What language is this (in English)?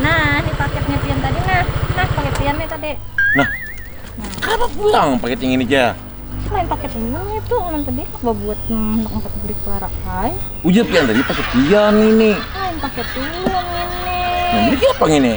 Banjar